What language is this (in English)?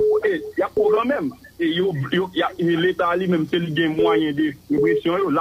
Haitian Creole